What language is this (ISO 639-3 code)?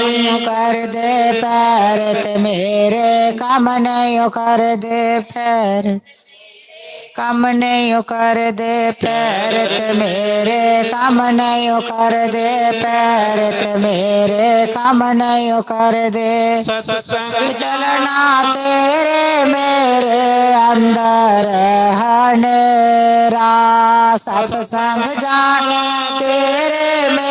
doi